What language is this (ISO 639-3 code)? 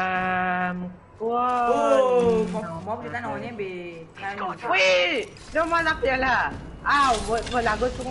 mfe